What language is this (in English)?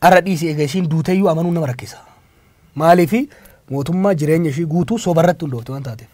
Oromo